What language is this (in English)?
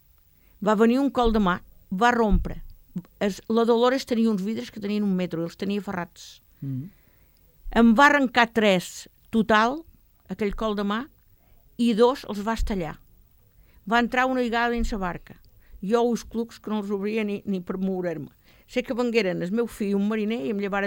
Catalan